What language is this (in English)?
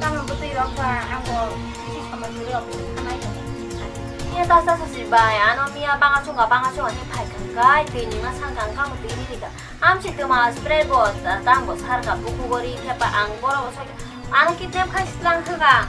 Kok Borok